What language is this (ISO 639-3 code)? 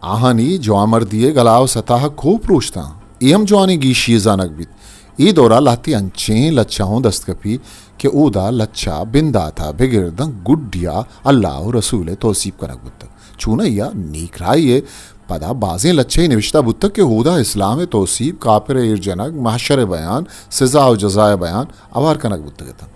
bgp